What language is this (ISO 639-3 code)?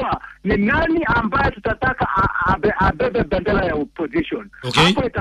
swa